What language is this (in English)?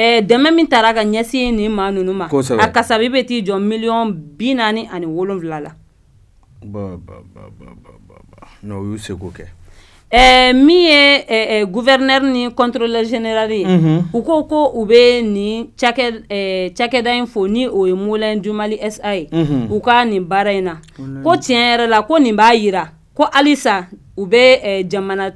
Bambara